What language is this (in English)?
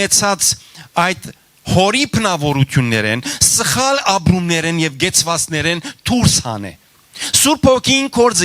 Western Armenian